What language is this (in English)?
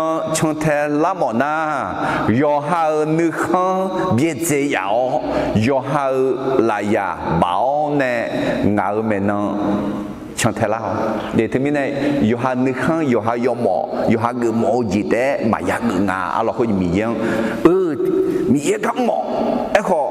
Akha